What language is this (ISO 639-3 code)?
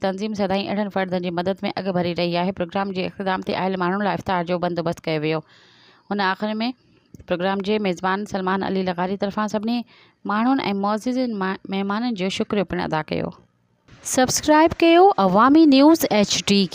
snd